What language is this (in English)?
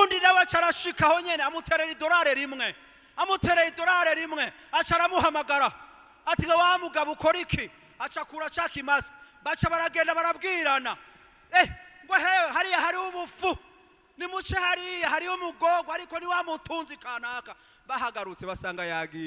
Rundi